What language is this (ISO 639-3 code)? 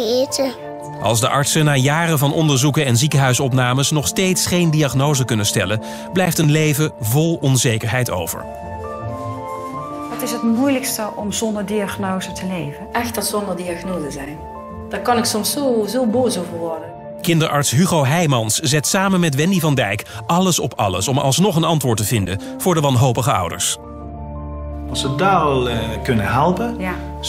nld